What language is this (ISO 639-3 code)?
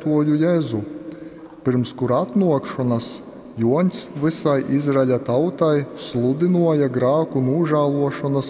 ltg